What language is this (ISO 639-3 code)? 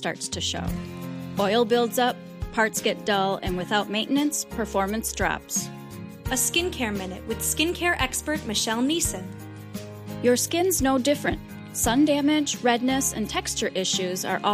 eng